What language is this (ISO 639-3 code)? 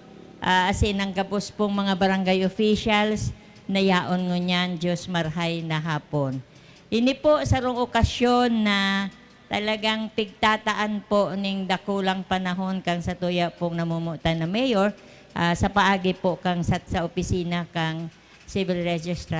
bik